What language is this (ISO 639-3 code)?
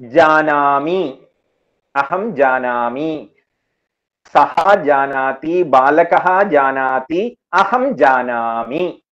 san